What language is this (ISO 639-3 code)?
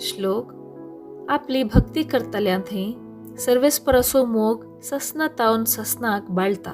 kok